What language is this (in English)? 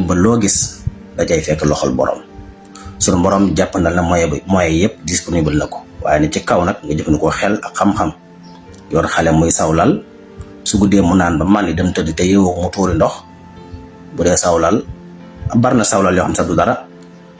Wolof